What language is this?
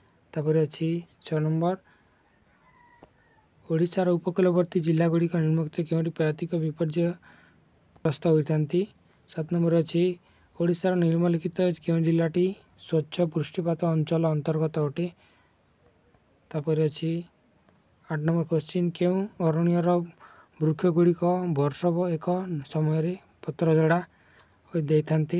Odia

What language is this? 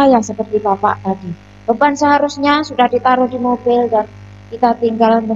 Indonesian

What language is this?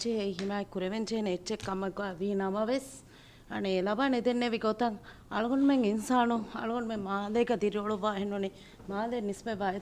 Divehi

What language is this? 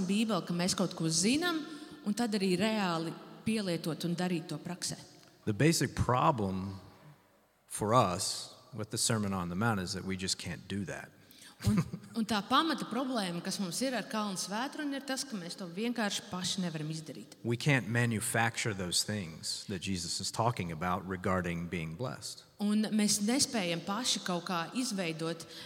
Latvian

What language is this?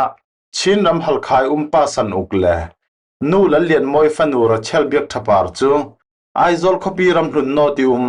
Falam Chin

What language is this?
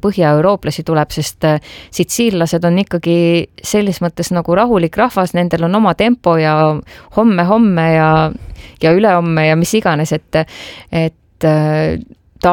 Estonian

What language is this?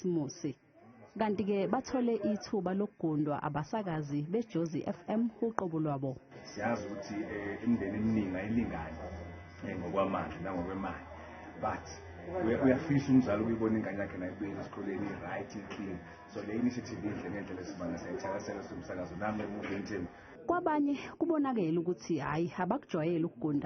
Zulu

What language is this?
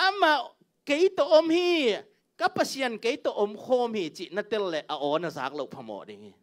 Tedim Chin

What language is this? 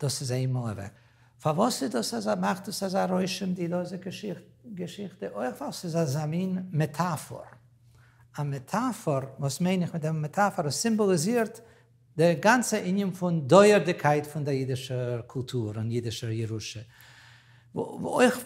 Yiddish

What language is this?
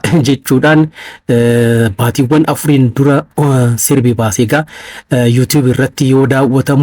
Oromo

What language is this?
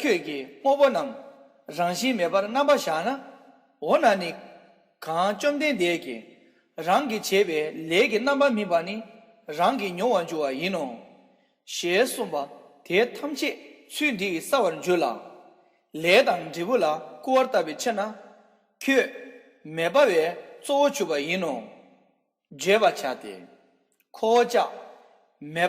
Tibetan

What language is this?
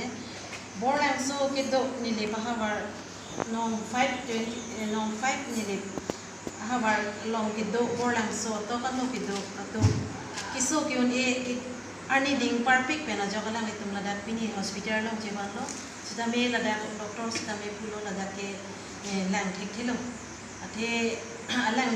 Karbi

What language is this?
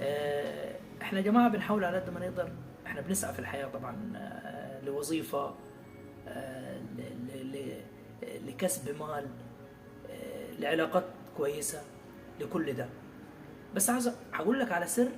Egyptian Arabic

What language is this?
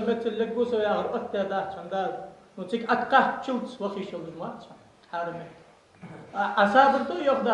Ingush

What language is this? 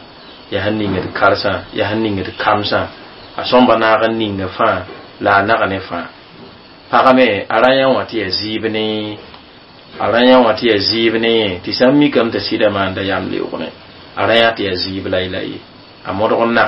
Mossi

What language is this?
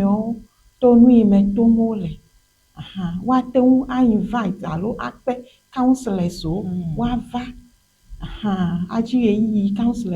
Ewe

